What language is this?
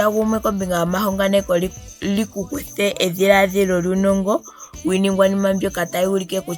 Ndonga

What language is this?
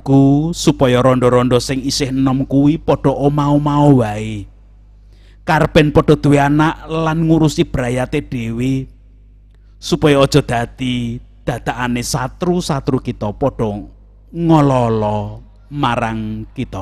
Javanese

